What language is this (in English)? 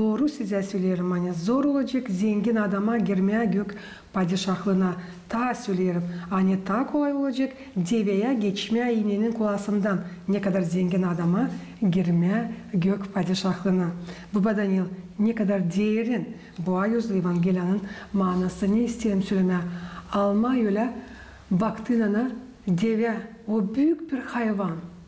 Gagauz